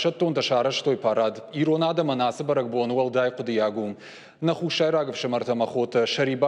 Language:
Ossetic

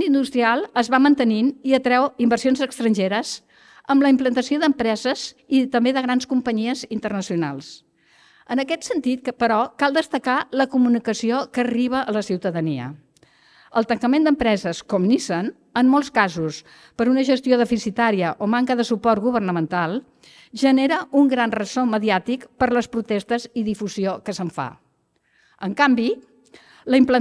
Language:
Catalan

